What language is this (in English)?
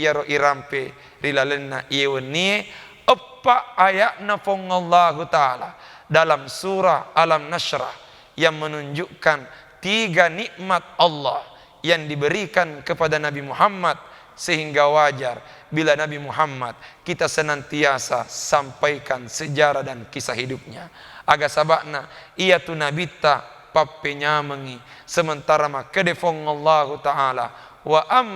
Buginese